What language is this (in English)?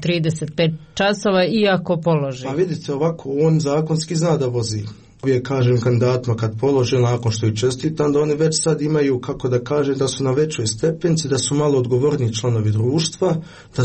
Croatian